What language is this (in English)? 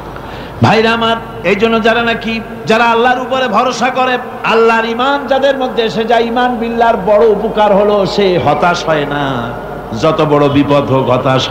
Bangla